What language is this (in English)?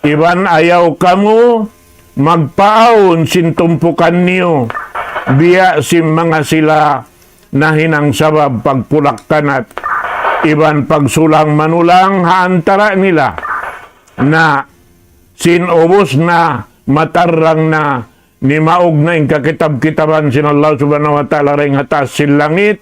Tausug